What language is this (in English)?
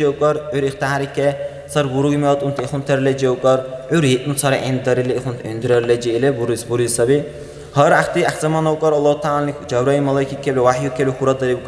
Dargwa